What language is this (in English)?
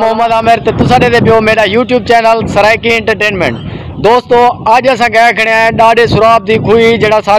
Saraiki